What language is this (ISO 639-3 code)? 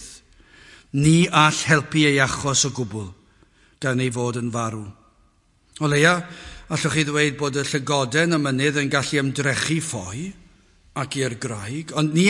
cym